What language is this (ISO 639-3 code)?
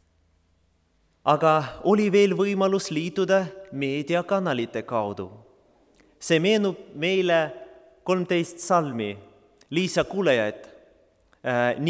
est